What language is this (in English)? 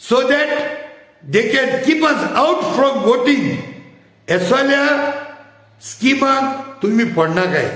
Konkani